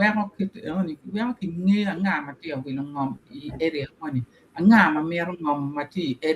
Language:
Acoli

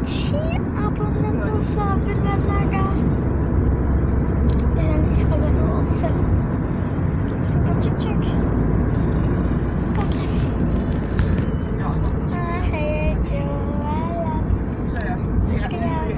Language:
Danish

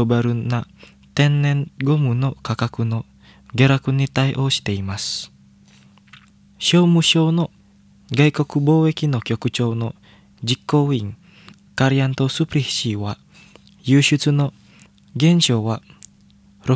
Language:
Japanese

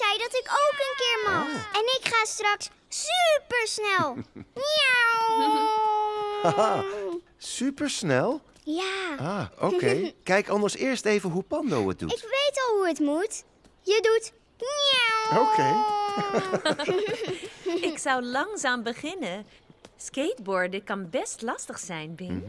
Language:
Dutch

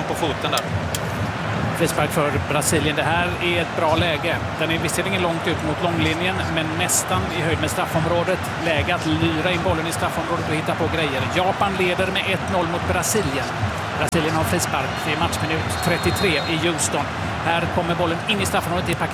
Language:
Swedish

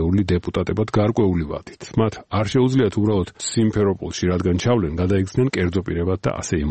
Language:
Georgian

